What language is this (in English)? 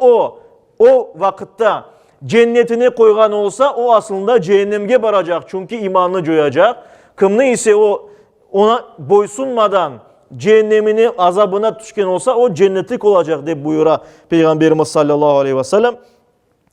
Crimean Tatar